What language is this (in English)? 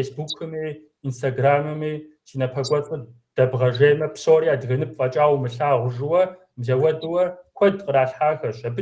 Kabardian